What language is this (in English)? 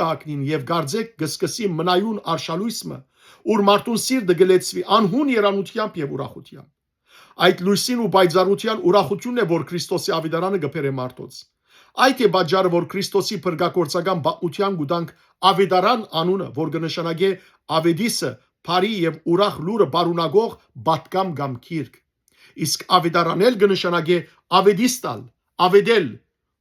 Western Armenian